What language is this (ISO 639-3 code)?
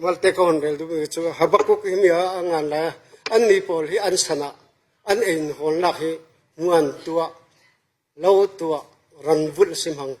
cfm